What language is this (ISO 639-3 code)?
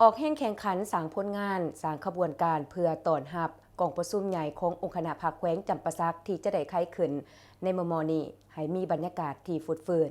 lao